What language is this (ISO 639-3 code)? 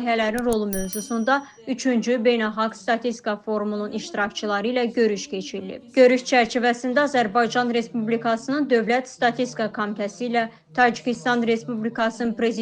aze